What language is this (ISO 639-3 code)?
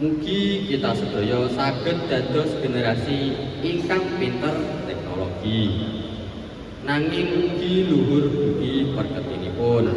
jav